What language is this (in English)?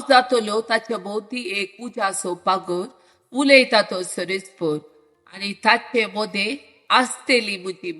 Konkani